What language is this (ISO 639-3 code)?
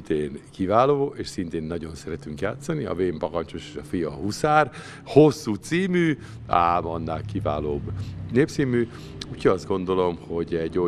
hun